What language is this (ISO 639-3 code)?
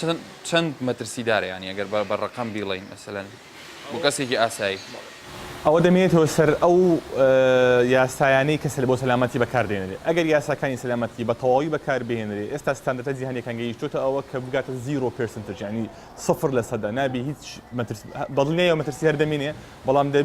ckb